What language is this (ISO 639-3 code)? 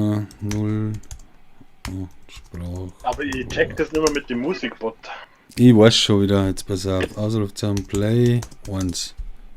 bar